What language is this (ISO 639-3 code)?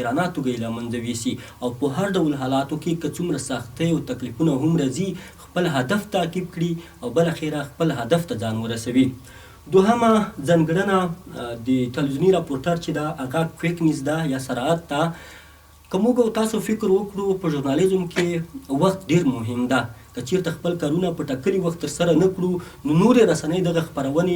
pus